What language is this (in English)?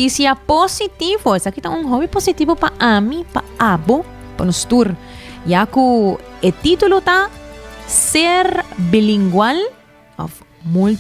Papiamento